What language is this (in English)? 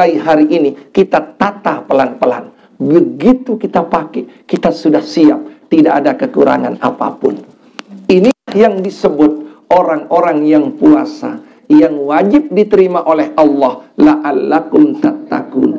Sasak